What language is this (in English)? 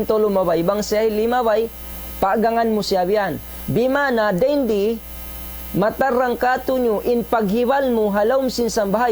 Tausug